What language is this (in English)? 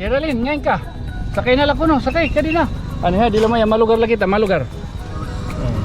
Waray